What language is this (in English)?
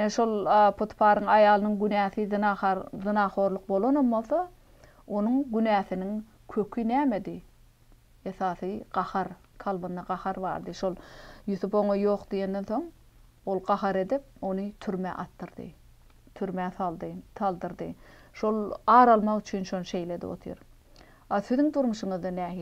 Turkmen